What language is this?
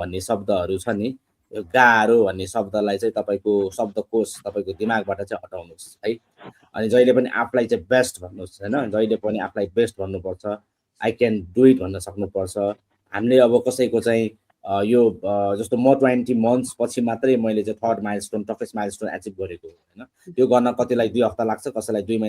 Nepali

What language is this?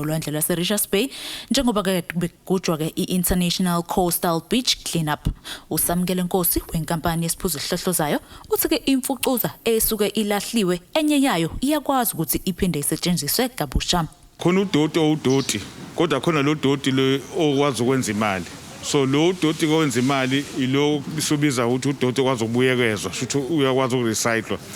Zulu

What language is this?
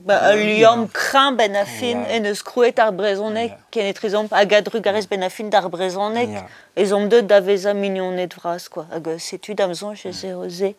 Breton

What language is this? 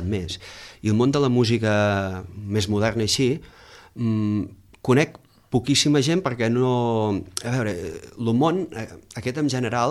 Catalan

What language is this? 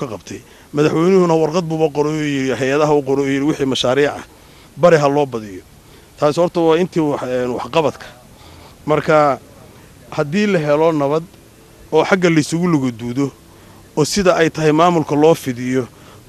Somali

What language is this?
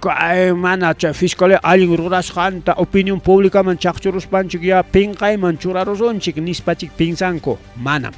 Ayacucho Quechua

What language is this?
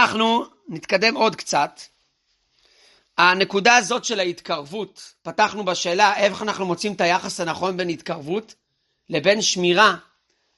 Hebrew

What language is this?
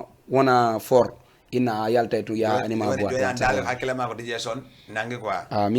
Fula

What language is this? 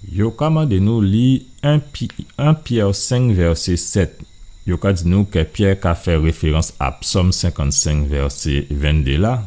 Guadeloupean Creole French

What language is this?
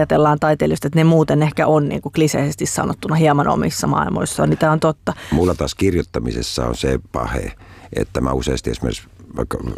Finnish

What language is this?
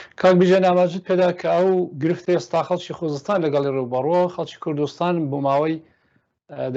Central Kurdish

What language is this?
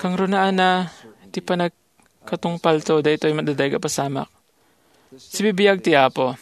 Iloko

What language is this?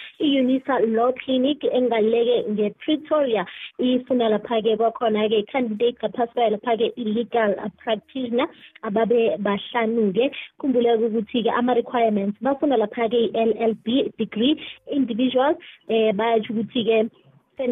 South Ndebele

